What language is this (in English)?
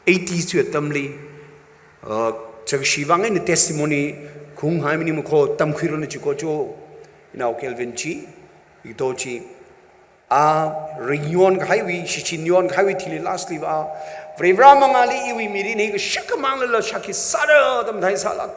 Tangkhul Naga (India)